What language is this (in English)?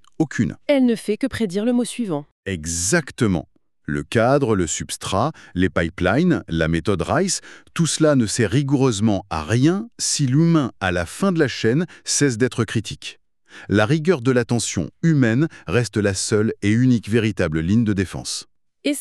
French